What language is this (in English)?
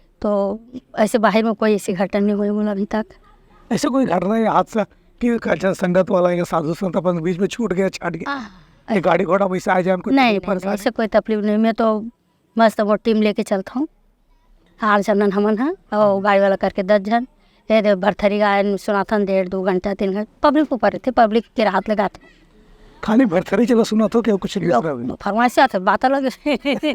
Chhattisgarhi